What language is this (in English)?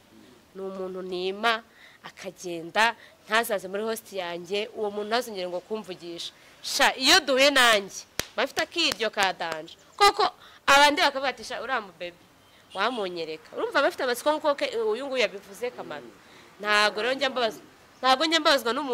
Kinyarwanda